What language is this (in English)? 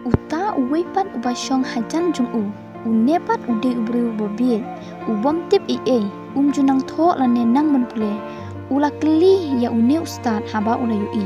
Khasi